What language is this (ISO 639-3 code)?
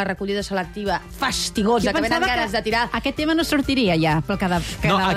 cat